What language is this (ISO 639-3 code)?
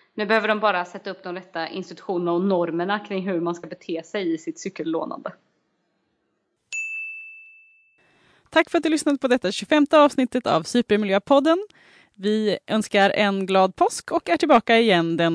swe